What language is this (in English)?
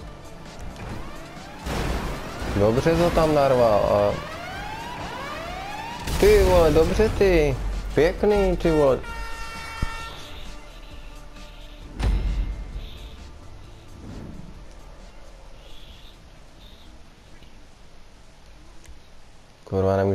Czech